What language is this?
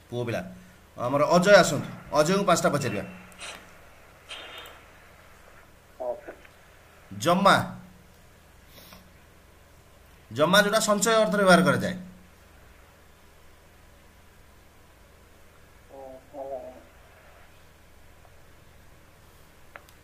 Odia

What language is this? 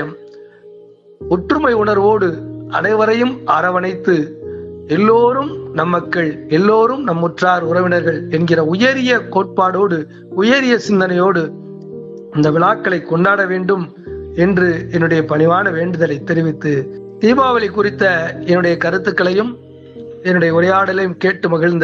Tamil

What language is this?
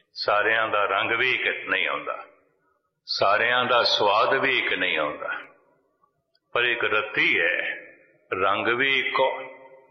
Punjabi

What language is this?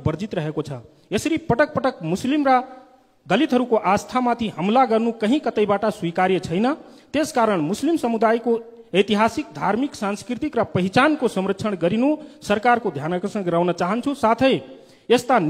Nepali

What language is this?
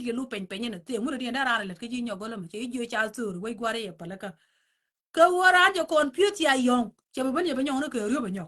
Nuer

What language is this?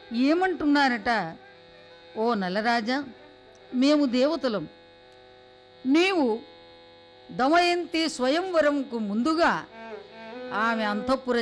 Telugu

